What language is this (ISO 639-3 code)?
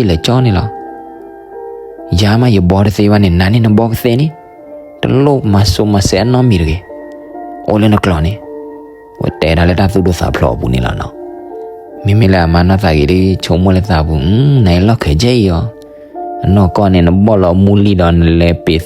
ksw